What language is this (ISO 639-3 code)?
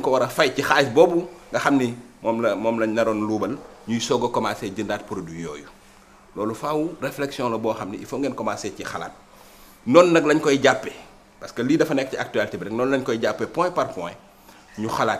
wol